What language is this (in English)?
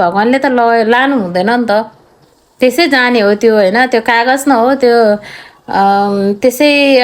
Nepali